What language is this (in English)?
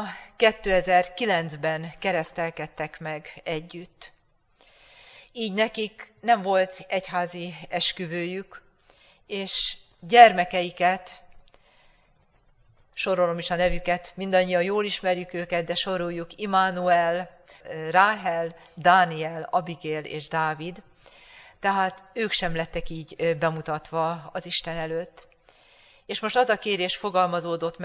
Hungarian